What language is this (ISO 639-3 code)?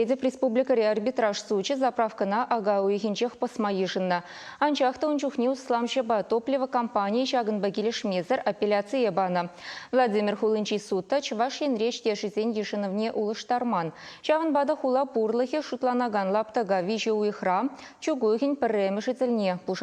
chv